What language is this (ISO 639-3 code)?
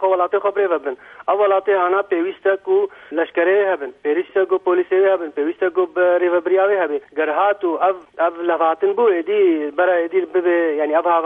kur